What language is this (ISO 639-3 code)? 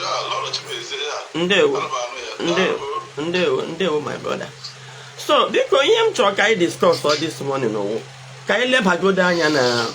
ibo